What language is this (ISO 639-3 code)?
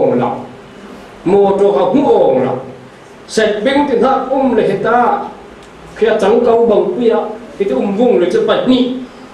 cfm